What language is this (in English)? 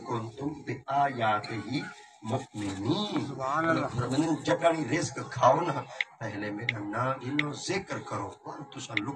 Saraiki